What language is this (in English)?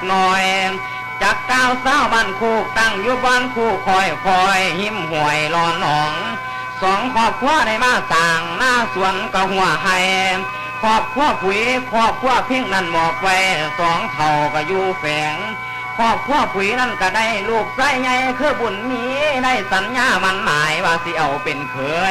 Northeastern Thai